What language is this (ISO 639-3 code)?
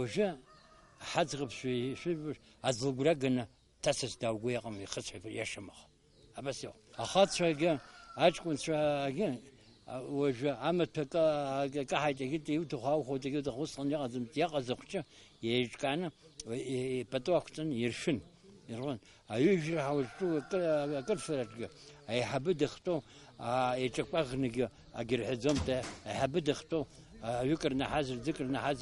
abk